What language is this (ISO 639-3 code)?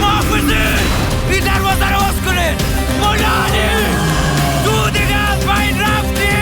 fas